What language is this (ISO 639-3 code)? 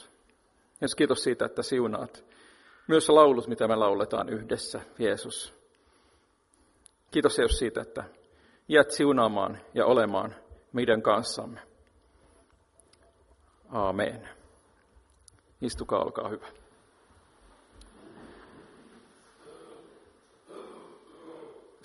fin